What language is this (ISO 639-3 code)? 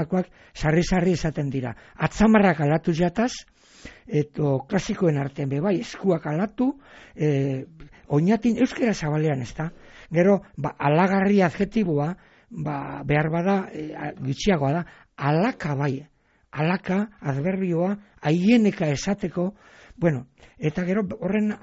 eus